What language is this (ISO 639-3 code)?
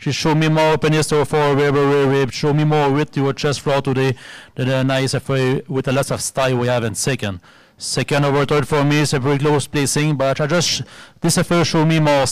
eng